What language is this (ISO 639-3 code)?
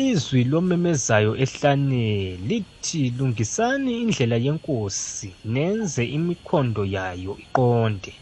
nbl